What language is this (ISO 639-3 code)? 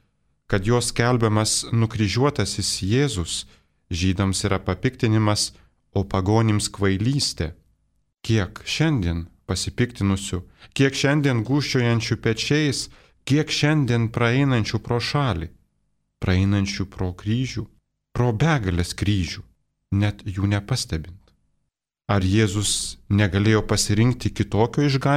lit